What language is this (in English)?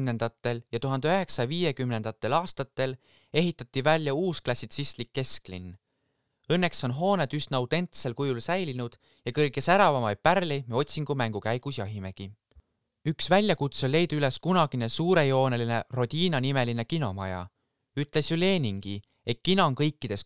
Estonian